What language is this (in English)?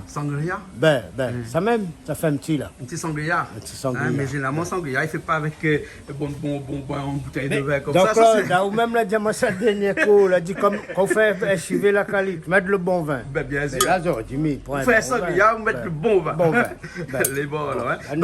Réunion Creole French